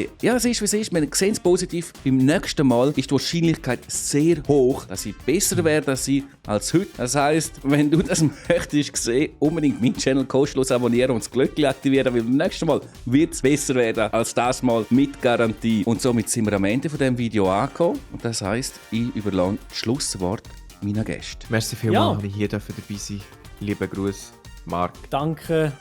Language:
Swiss German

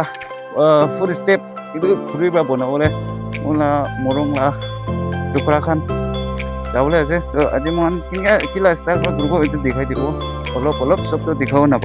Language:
Naga Pidgin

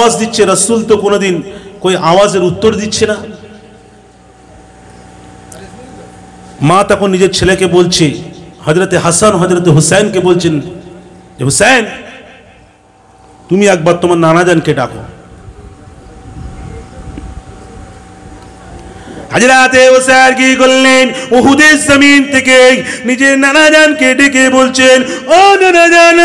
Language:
Bangla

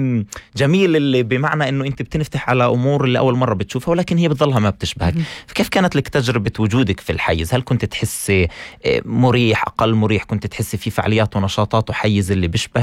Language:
North Levantine Arabic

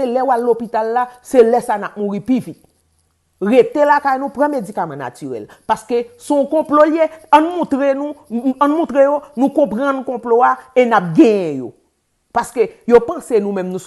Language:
Haitian Creole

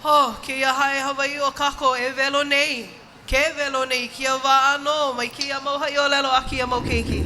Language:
Hawaiian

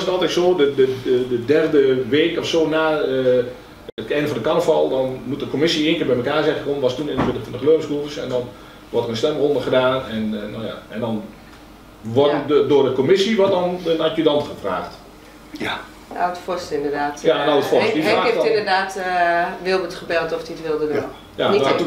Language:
Dutch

